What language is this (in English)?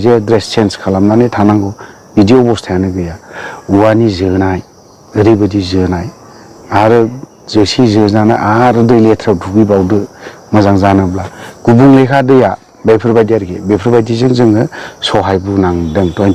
Bodo